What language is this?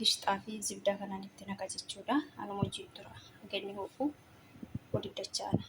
Oromo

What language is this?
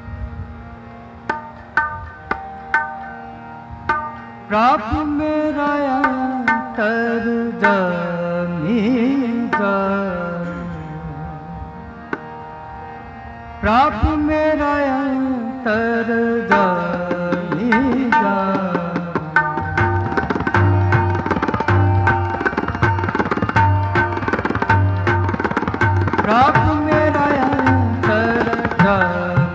Punjabi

